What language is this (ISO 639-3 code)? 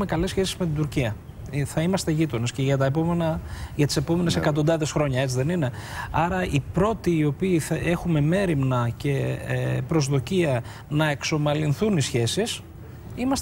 ell